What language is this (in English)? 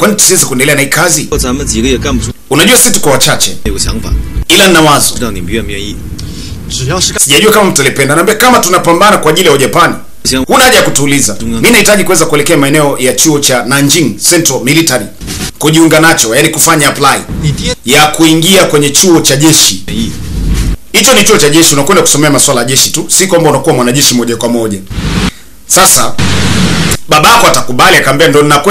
Swahili